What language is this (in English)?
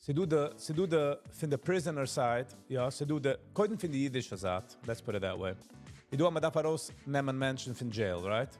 Yiddish